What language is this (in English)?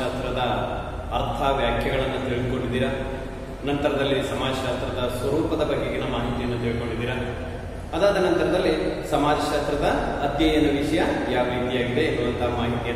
Kannada